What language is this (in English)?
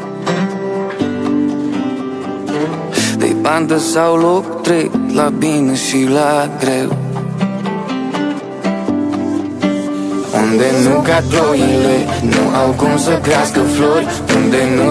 Romanian